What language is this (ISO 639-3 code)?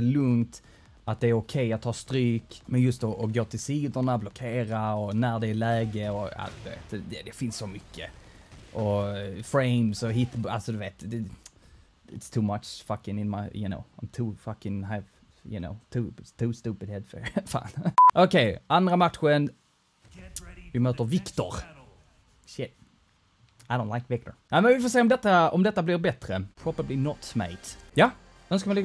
swe